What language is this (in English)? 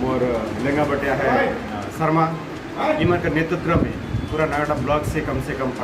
Sadri